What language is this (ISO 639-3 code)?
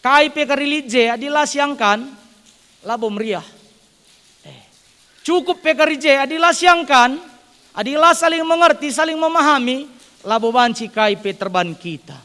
btx